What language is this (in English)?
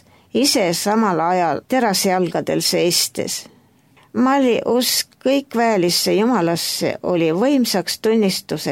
Estonian